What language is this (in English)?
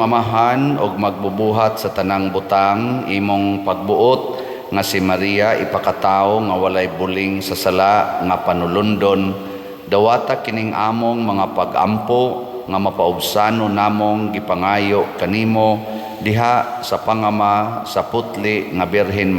Cebuano